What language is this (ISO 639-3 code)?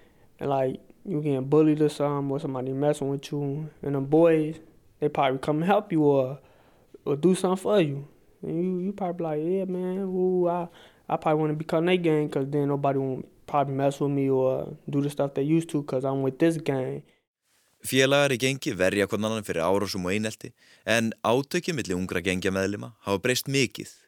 isl